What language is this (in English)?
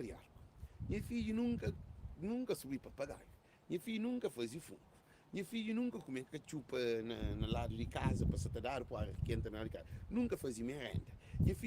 Kabuverdianu